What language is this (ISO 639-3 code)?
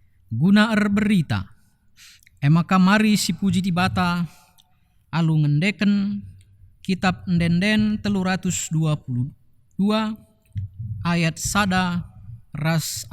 btx